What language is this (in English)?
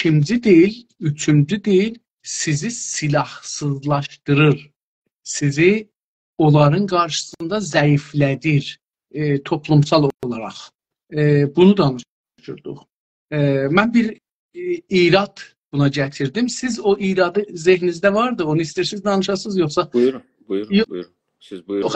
South Azerbaijani